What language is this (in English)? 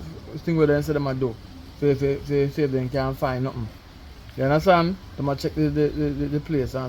Jamaican Creole English